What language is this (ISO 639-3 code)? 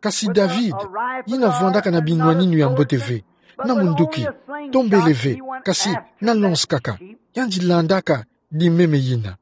ktu